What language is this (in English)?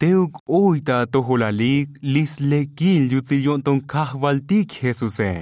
Tzotzil